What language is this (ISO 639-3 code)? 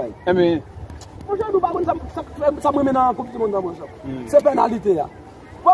hat